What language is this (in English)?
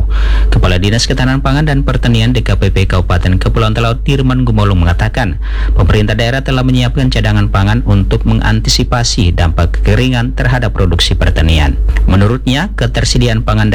Indonesian